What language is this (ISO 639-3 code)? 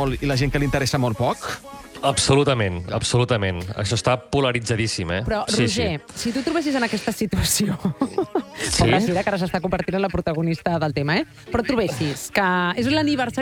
cat